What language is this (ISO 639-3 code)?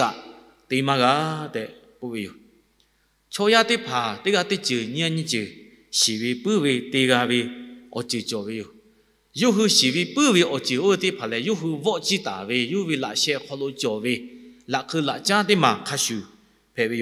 lhu